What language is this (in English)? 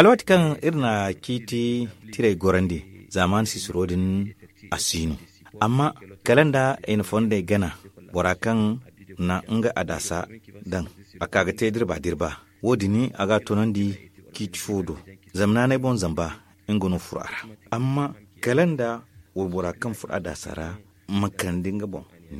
Zarma